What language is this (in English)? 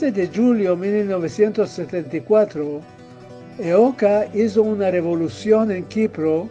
Ladino